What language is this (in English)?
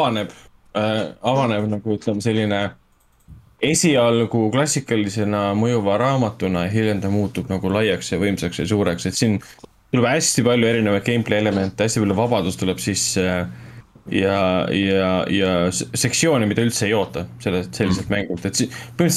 Estonian